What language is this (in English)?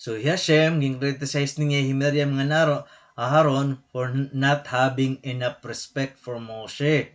Waray